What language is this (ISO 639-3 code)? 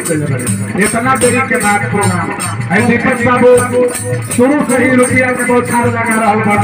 bho